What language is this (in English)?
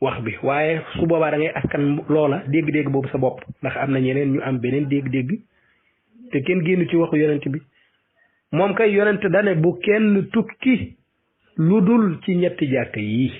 Wolof